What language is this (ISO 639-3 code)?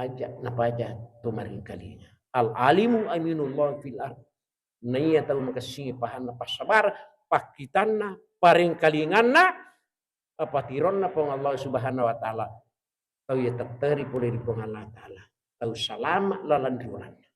bug